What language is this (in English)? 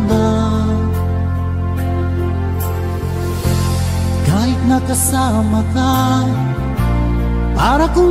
Filipino